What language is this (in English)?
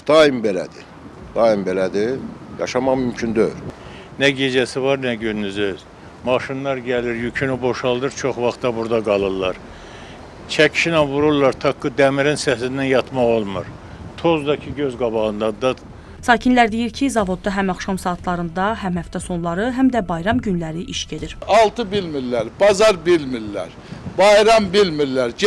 Azerbaijani